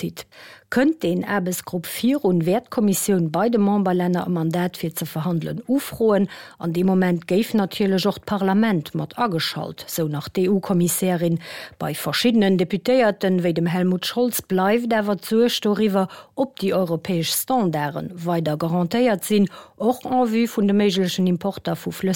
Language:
Luxembourgish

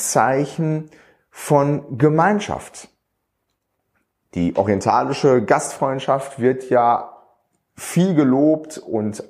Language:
German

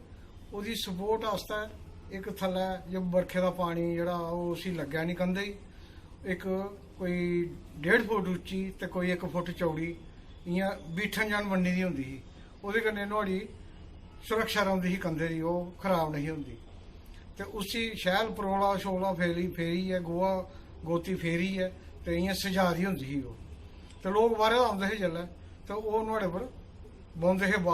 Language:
Dogri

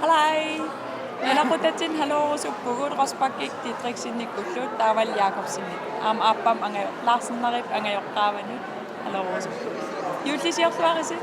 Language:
Kalaallisut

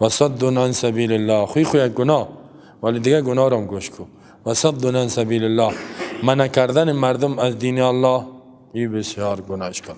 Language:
Persian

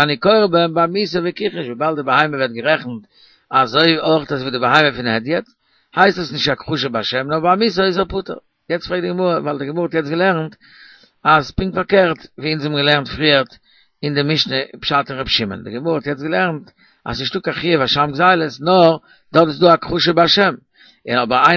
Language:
Yiddish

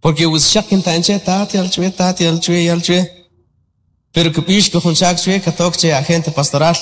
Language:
Kʼicheʼ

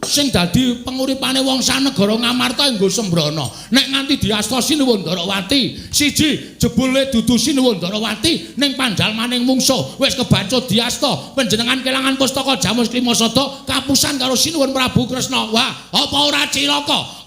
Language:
Javanese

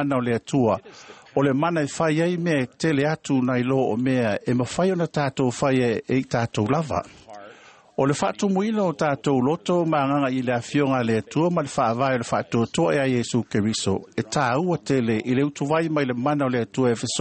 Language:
Samoan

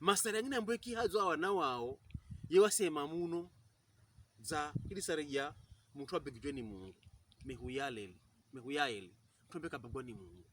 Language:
Pokomo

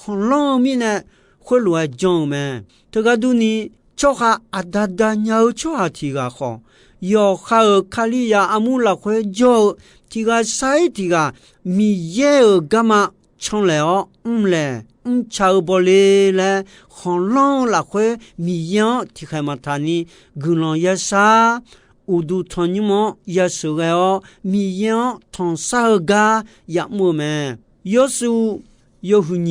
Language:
Akha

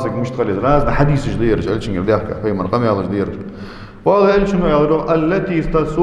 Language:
Ingush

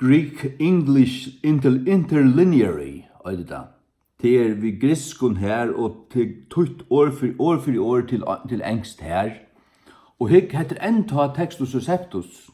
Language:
Faroese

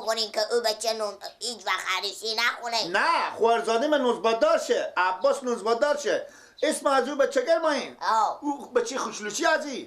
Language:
Persian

